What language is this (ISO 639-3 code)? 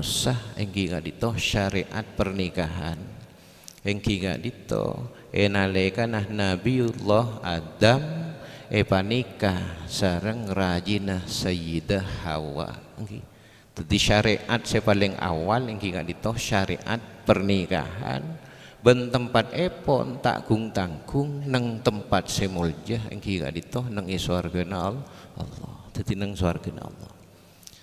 mad